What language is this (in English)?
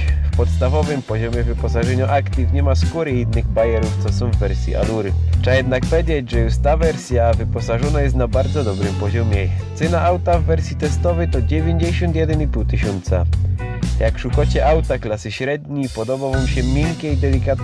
Silesian